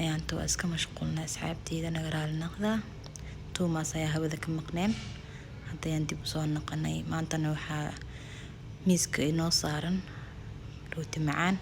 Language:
Somali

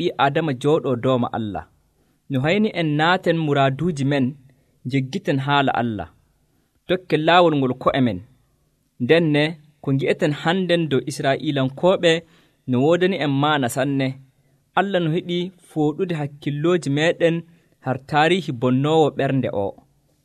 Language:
Nigerian Fulfulde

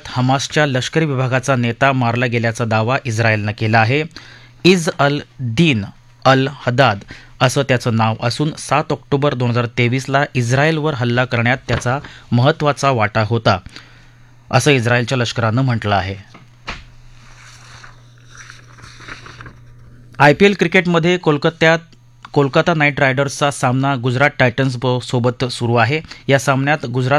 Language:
Marathi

